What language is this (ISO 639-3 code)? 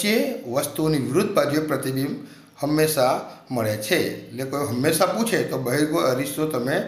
guj